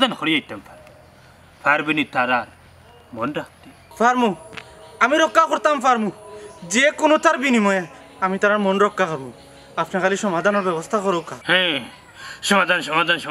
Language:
Sylheti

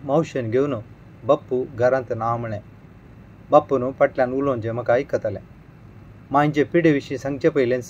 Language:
Konkani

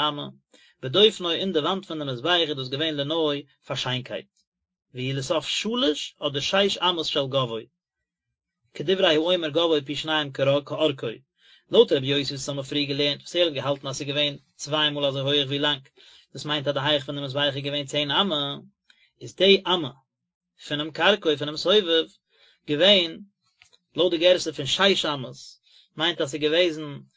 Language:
Yiddish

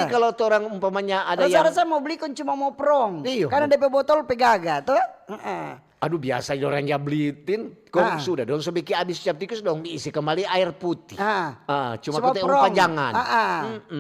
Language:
Manado Malay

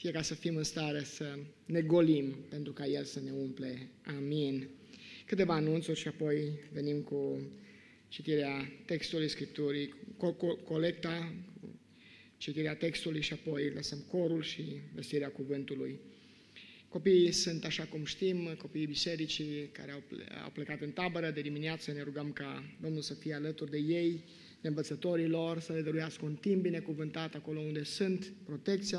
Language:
Romanian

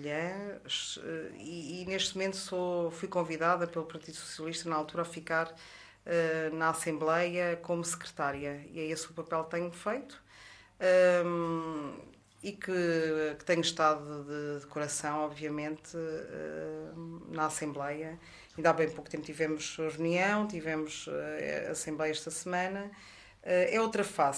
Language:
Portuguese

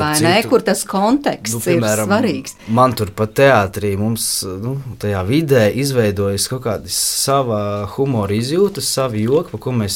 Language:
Latvian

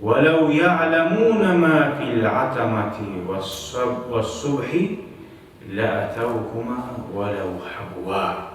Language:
Kumyk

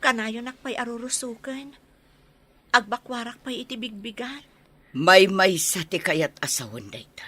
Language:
Iloko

